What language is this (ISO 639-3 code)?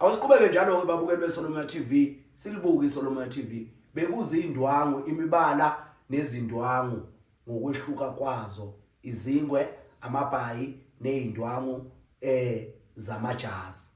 zul